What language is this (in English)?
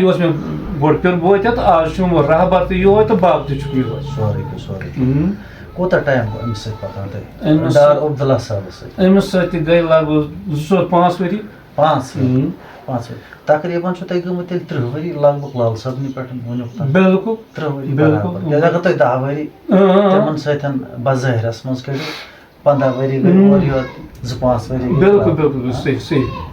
Kashmiri